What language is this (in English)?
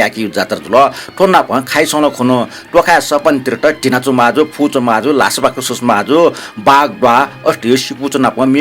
Newari